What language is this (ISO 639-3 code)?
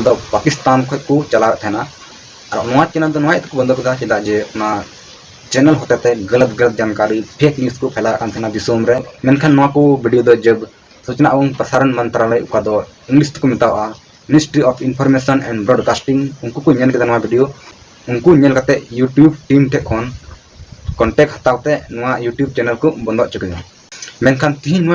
sat